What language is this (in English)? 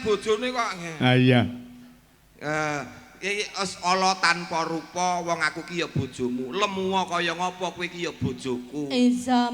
Javanese